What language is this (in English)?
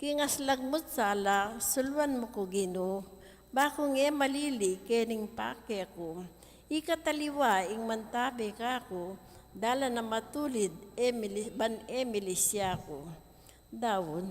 Pampanga